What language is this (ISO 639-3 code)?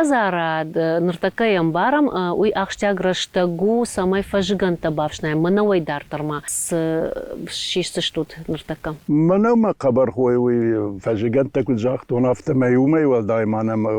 oss